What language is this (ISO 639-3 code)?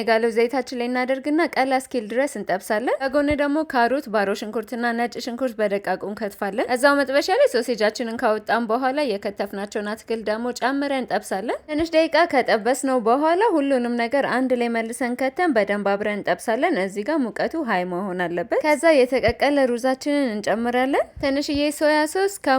amh